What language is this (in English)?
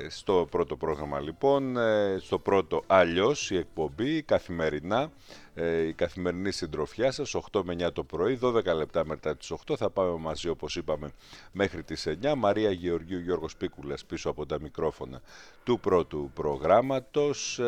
Greek